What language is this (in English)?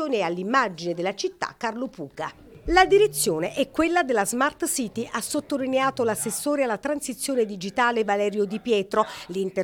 Italian